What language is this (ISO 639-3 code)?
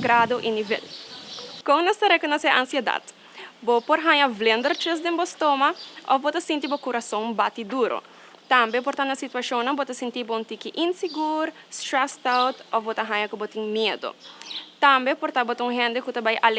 pap